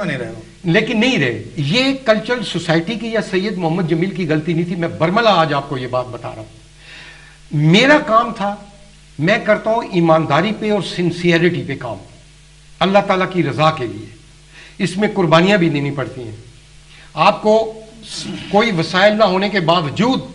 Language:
Urdu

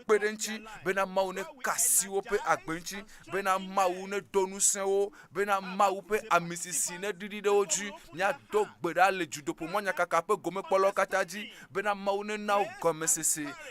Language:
Ewe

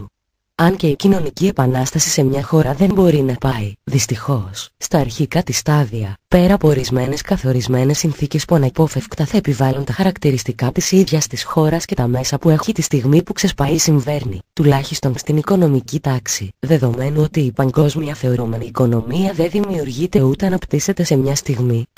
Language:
Greek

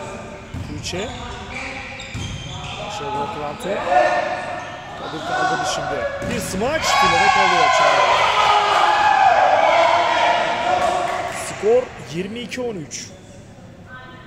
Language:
Turkish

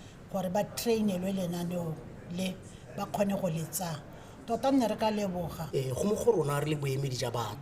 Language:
Tswana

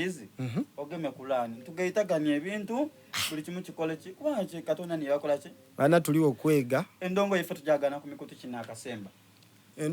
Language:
Soga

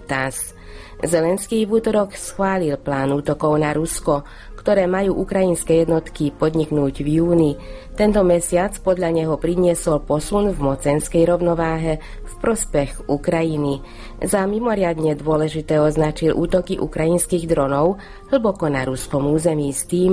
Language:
Slovak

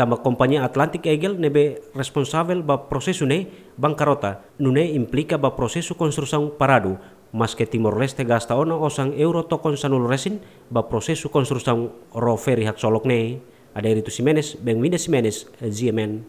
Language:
Tetum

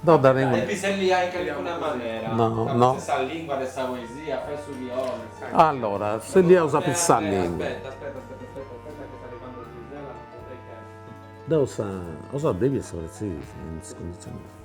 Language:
Sardinian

